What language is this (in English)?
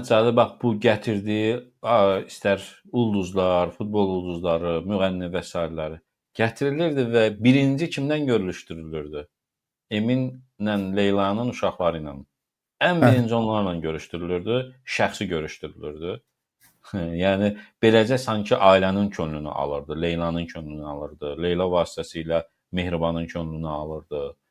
Azerbaijani